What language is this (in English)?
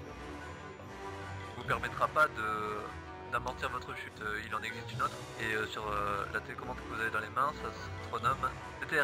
French